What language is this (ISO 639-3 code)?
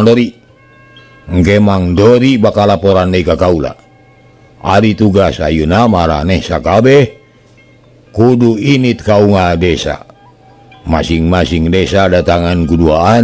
sun